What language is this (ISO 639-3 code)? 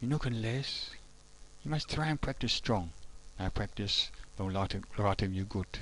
tpi